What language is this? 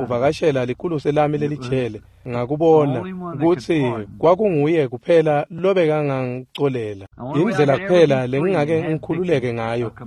Swati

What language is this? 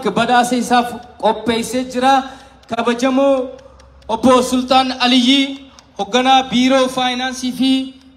Oromo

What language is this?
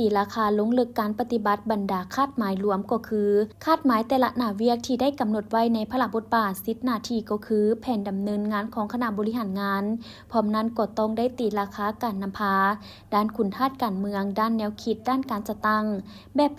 Lao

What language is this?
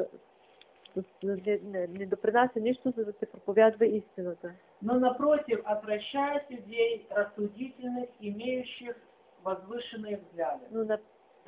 Bulgarian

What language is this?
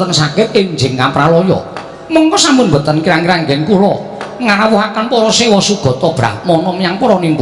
Javanese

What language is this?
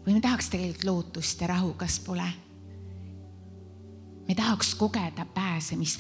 Estonian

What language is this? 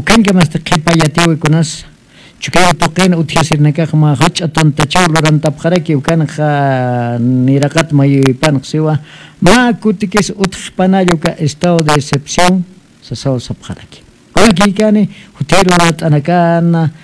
Aymara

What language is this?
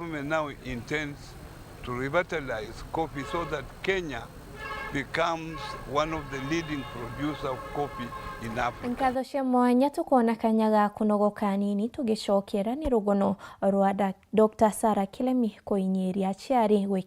Meru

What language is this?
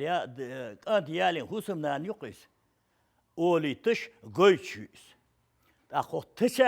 Chechen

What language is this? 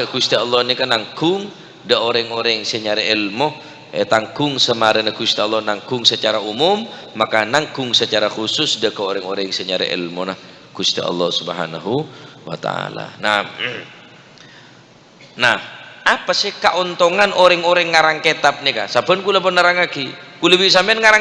Madurese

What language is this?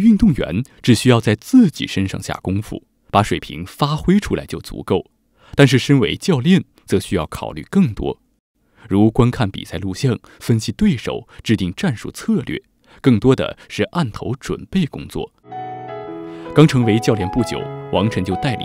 Chinese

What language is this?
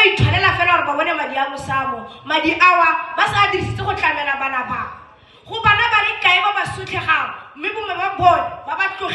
Tswana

